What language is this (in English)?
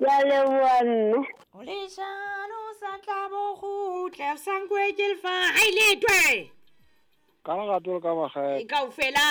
Southern Sotho